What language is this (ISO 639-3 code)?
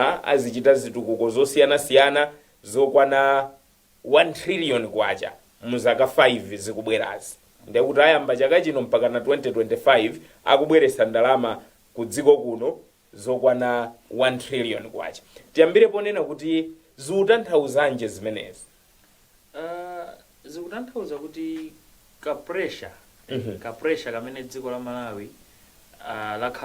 nya